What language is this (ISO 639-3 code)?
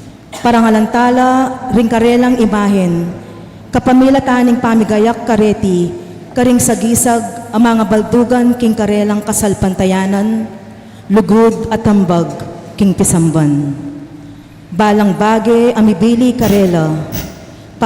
pam